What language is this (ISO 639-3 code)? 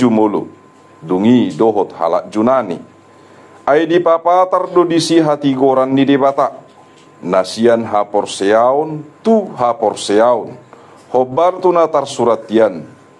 bbc